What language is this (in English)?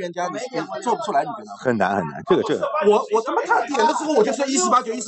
Chinese